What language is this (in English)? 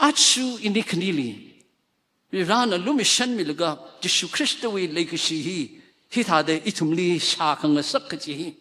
Tangkhul Naga (India)